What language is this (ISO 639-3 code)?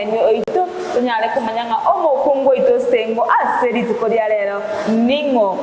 guz